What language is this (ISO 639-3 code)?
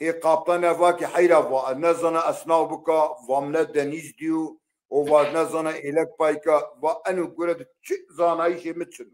zza